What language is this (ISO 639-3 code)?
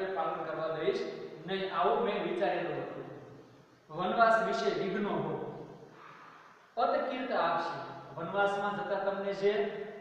guj